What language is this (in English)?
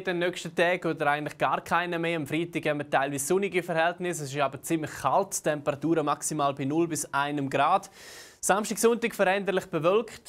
Swiss German